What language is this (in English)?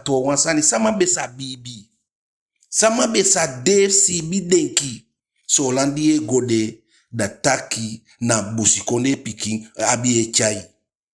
Eastern Maroon Creole